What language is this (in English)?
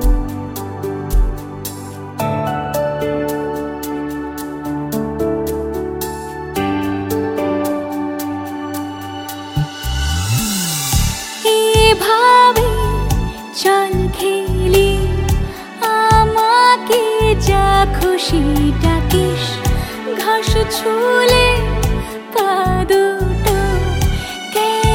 Bangla